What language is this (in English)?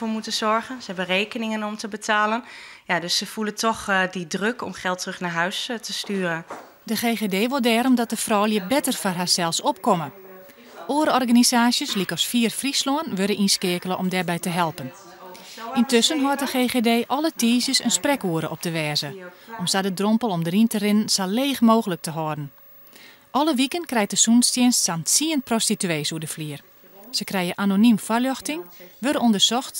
Western Frisian